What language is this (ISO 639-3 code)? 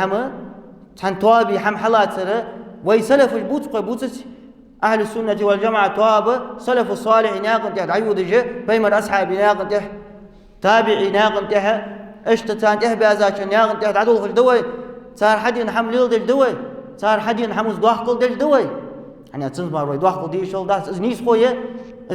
inh